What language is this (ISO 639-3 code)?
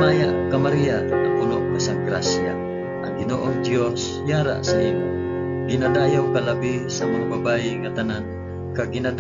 hil